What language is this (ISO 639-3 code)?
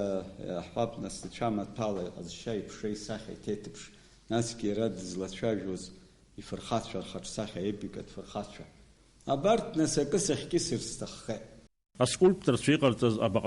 abk